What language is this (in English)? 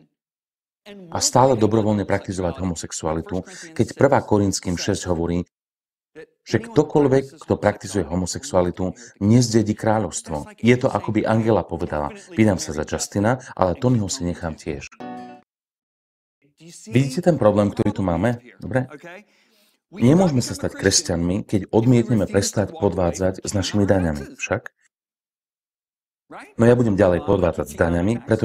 Slovak